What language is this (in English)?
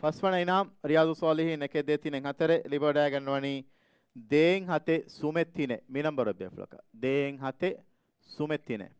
Divehi